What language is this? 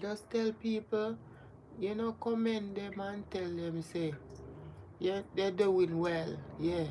Jamaican Creole English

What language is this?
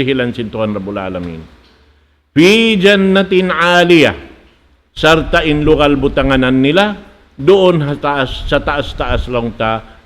Tausug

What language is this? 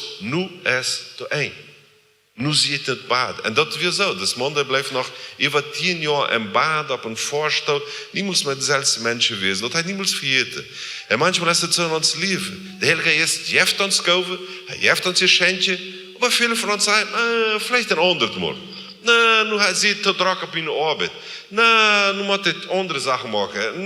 Plautdietsch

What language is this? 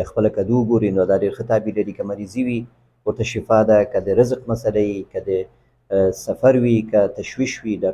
Pashto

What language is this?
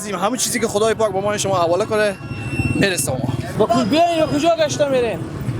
Persian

